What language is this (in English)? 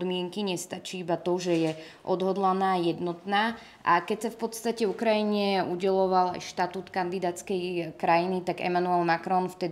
Slovak